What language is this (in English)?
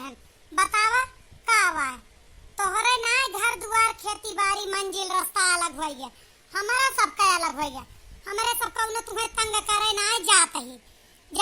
Awadhi